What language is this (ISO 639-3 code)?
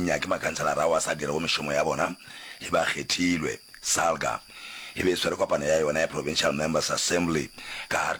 nso